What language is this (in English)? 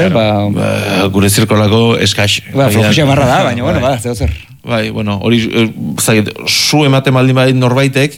Basque